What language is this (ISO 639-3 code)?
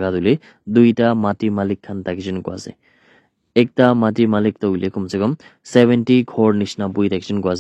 nag